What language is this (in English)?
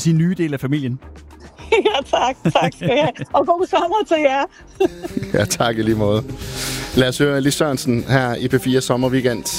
Danish